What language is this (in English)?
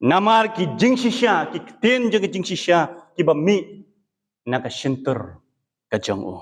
Khasi